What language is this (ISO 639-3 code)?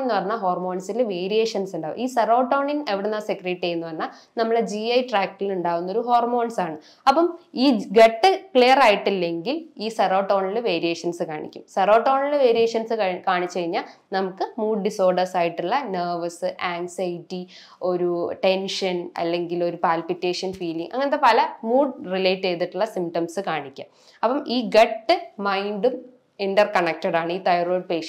mal